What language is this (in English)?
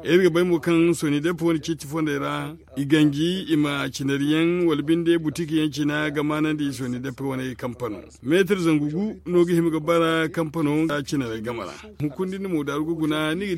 Zarma